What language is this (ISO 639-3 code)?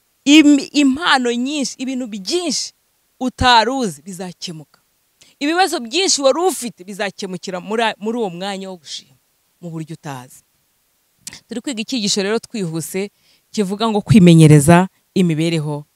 kin